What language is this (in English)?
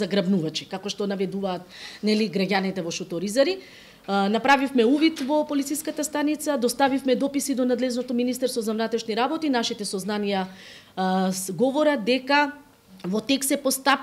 Macedonian